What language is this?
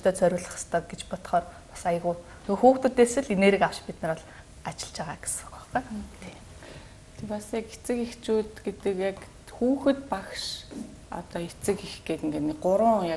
Mongolian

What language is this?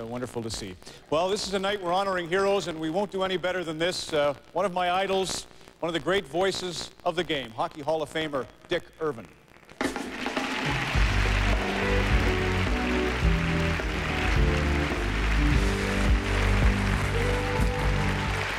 English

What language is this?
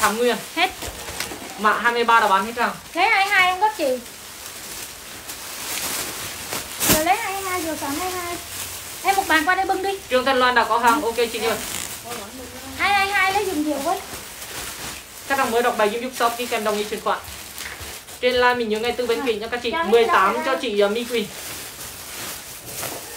Vietnamese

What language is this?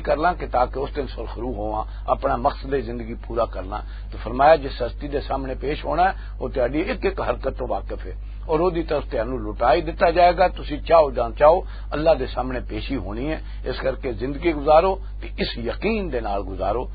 Western Panjabi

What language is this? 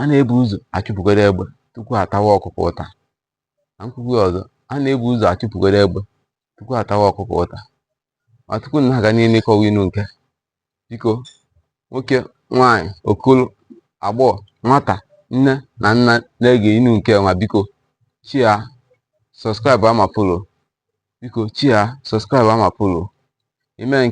Igbo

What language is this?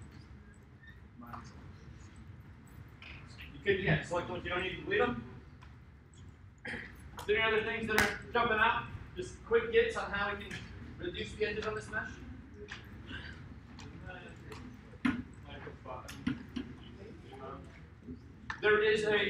English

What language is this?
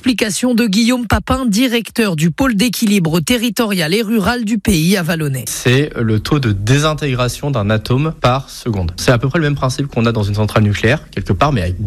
French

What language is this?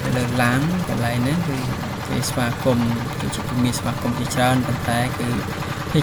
Khmer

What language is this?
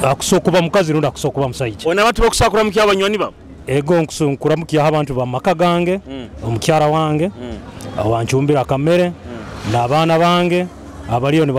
Nyoro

